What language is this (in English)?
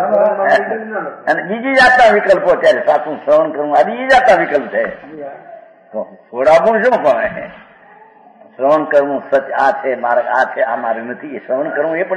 Gujarati